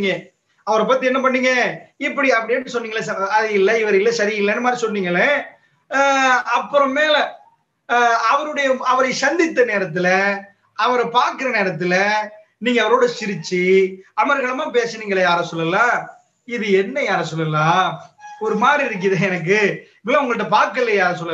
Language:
Tamil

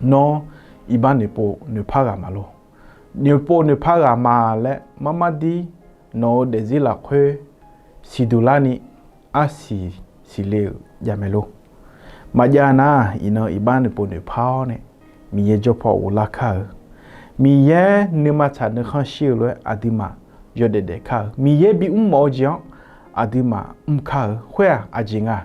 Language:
Akha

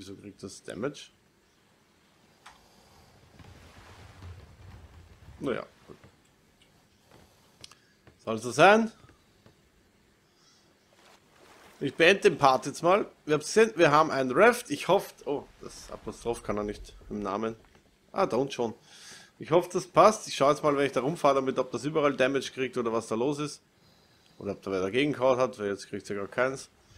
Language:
German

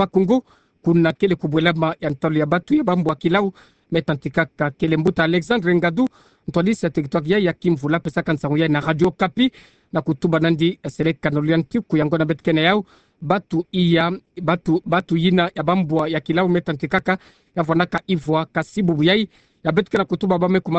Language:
Kituba (Democratic Republic of Congo)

